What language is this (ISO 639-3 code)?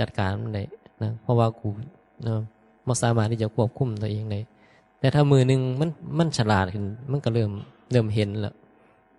tts